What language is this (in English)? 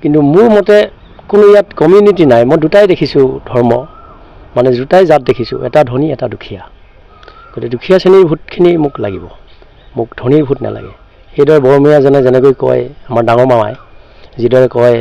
Assamese